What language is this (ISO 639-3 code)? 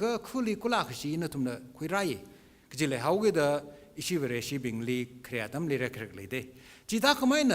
nmf